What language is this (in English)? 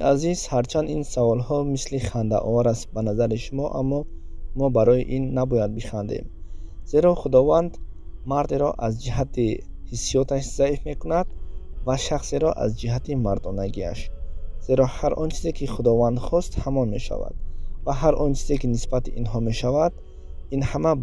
Tajik